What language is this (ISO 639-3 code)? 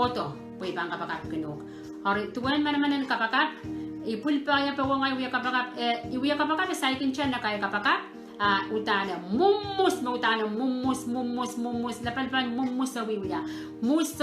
pon